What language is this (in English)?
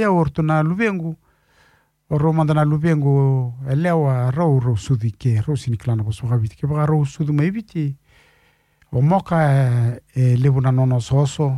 Fijian